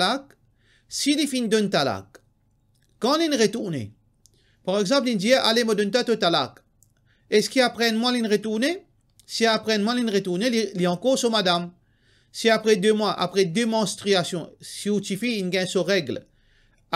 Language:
Morisyen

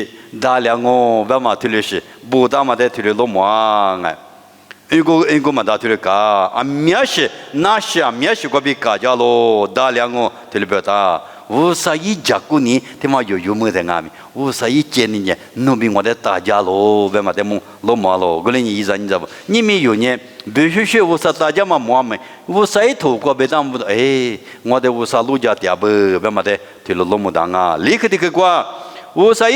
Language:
Lisu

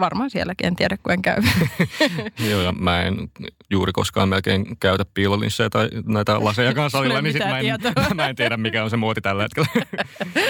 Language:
Finnish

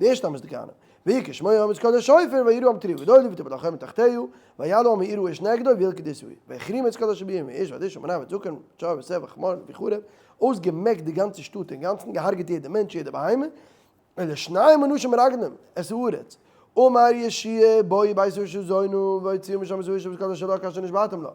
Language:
Yiddish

